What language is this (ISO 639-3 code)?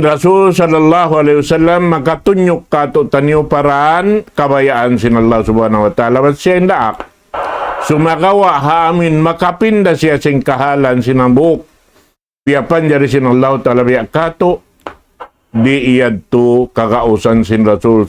tsg